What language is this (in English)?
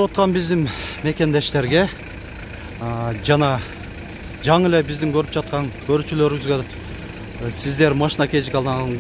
Kyrgyz